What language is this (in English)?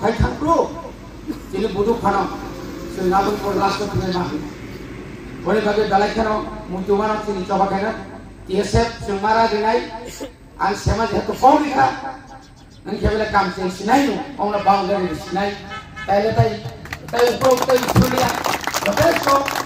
Kok Borok